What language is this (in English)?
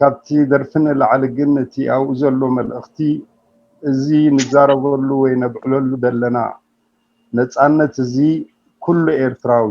Tigrinya